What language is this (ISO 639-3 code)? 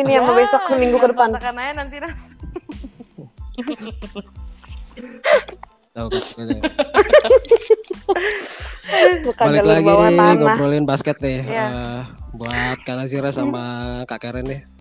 ind